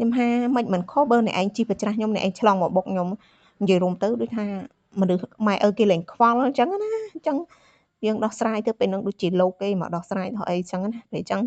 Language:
Khmer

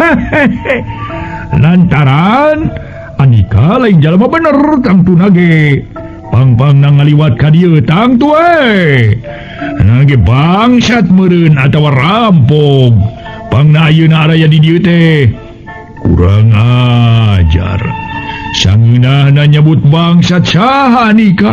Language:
Sundanese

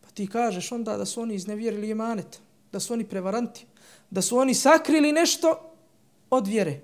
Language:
Bosnian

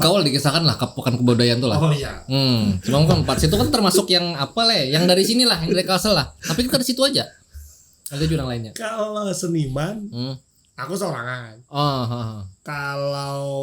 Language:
Banjar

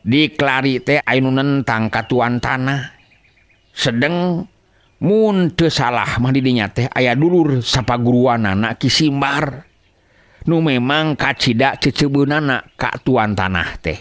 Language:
Sundanese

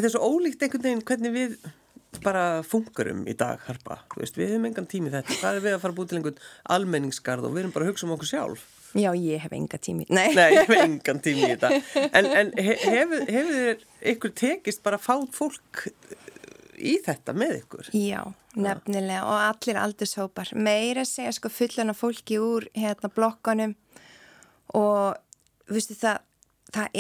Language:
Icelandic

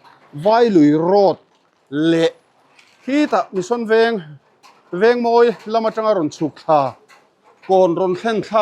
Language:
Mizo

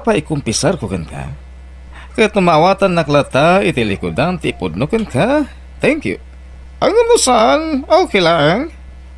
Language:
Iloko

